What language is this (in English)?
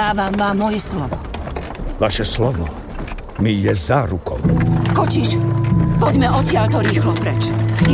Slovak